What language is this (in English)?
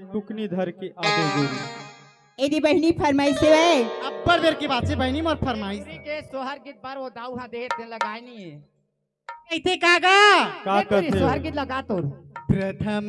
Chhattisgarhi